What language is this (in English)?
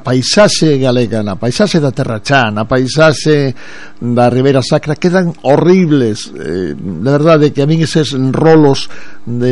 Galician